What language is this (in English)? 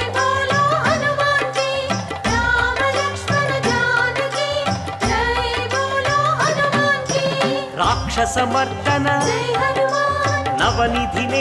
Telugu